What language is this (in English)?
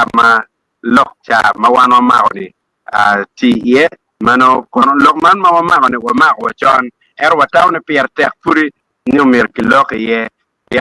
Acoli